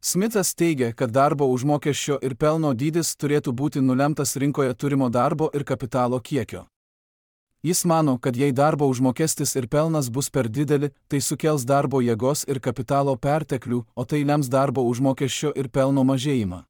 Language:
Lithuanian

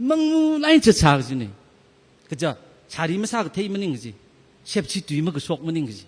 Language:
Tangkhul Naga (India)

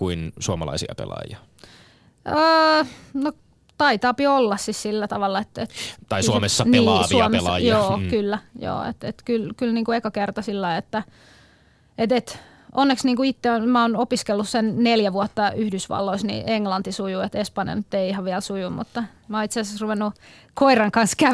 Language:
Finnish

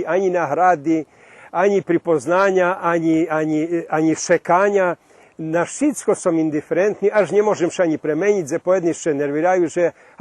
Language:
Rusyn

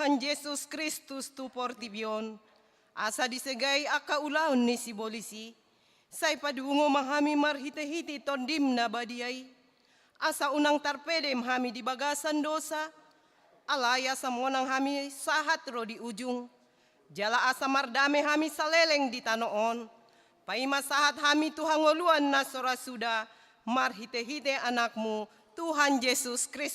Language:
Batak Toba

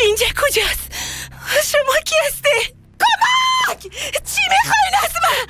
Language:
Persian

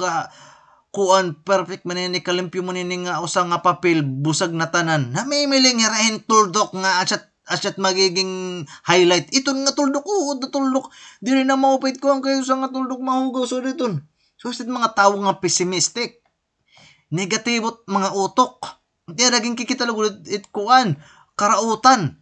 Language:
Waray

